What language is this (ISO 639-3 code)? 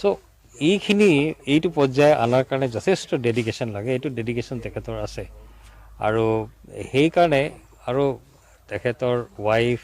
asm